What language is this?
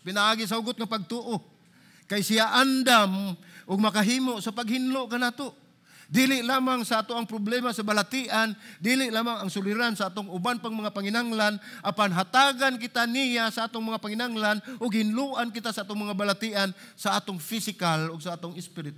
Cebuano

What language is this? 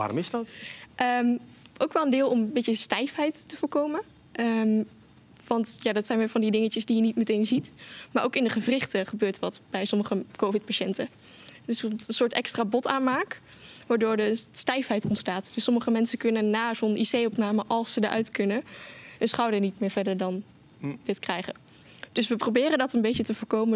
Dutch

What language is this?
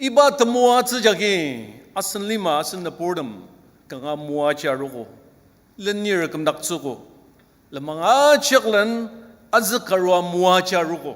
Ao Naga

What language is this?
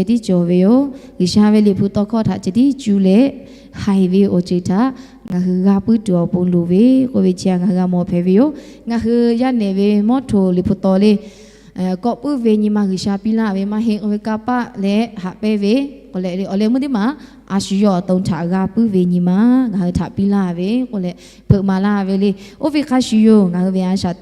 Lahu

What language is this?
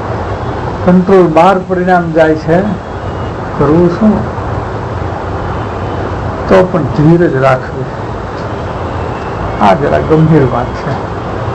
Gujarati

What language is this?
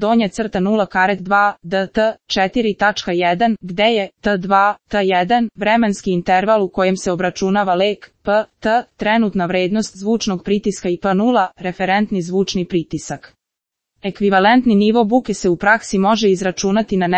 Serbian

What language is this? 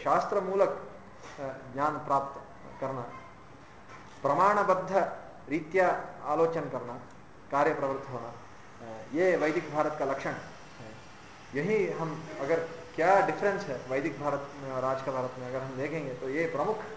Hindi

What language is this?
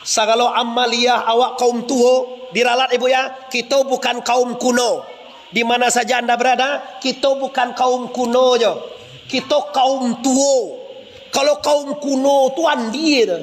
Minangkabau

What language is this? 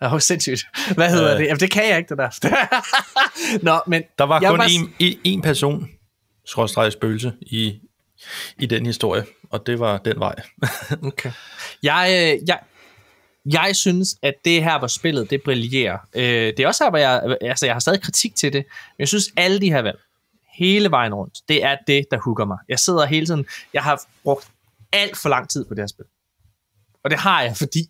Danish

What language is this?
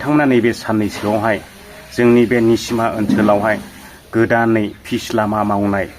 Bodo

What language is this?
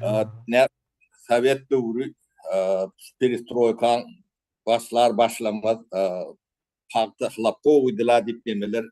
Turkmen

